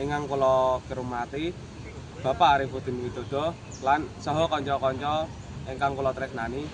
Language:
Javanese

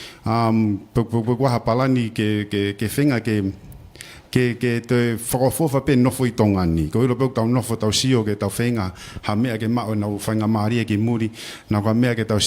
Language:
Tongan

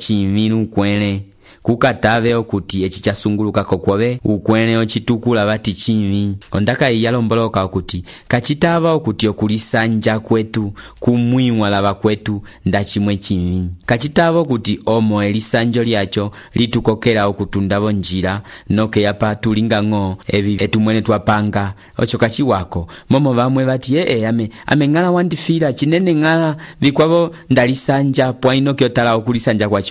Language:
Umbundu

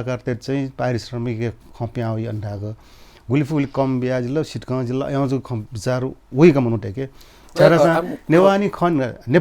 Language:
Newari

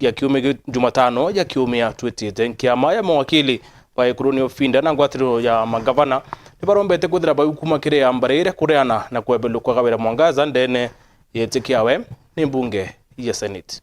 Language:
Meru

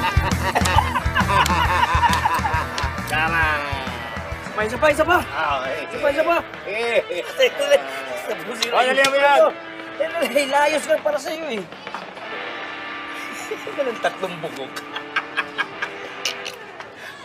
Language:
Filipino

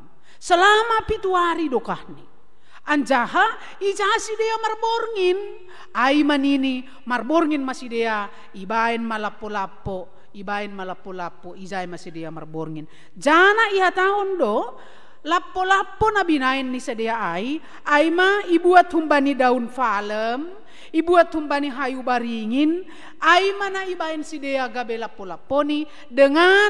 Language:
Batak Simalungun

